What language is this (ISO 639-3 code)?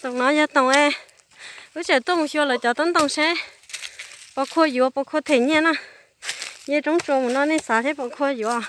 hmn